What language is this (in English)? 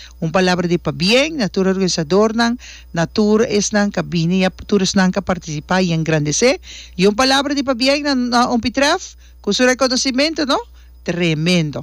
Papiamento